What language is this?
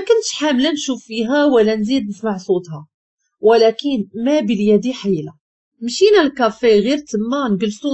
Moroccan Arabic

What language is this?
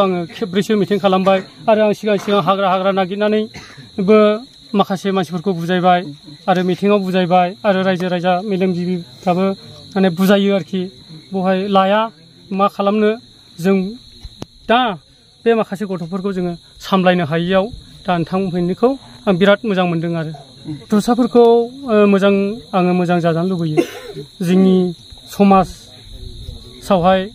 Bodo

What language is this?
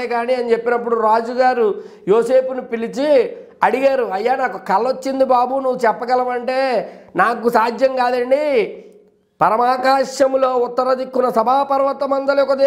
Telugu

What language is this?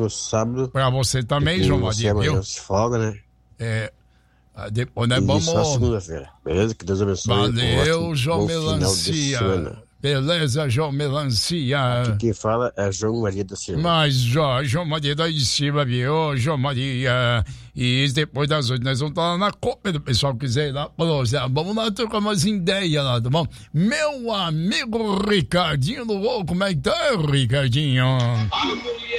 Portuguese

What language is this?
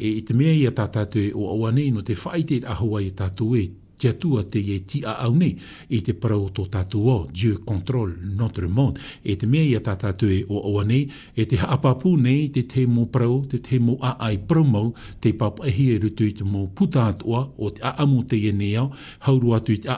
Tahitian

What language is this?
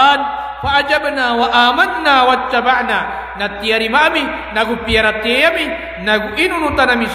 Maranao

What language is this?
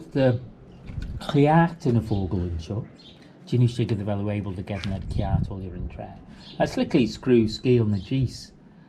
Manx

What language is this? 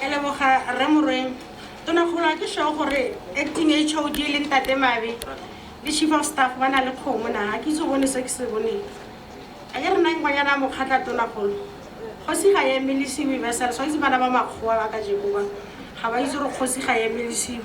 Tswana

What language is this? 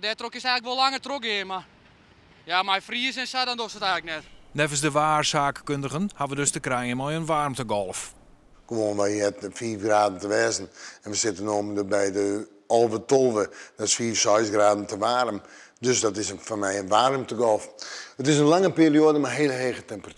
Western Frisian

